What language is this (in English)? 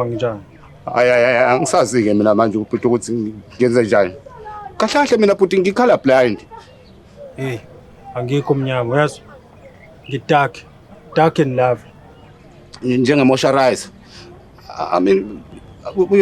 Zulu